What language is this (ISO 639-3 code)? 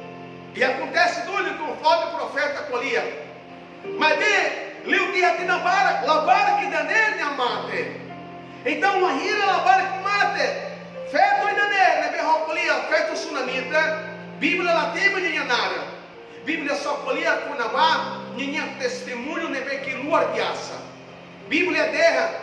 tet